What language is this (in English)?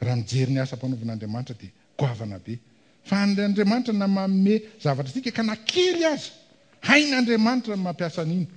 Malagasy